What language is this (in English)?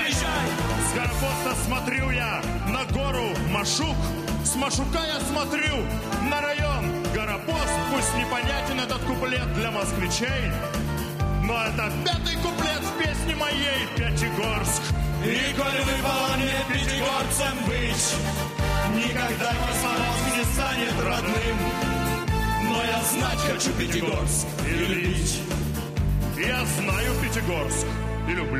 Russian